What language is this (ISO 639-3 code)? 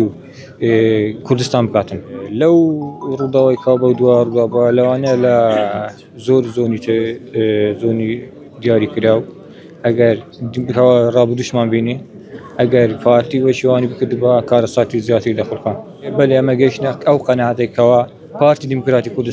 ckb